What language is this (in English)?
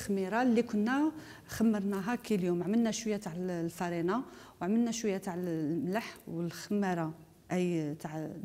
Algerian Arabic